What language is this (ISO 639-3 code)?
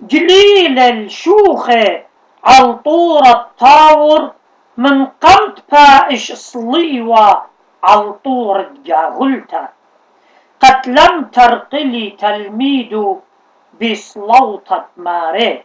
aii